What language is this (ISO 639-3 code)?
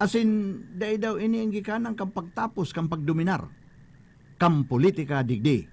bik